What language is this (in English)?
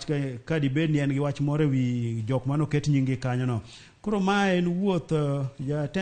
Luo (Kenya and Tanzania)